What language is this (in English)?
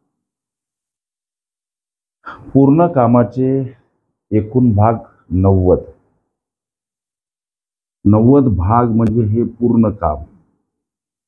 Marathi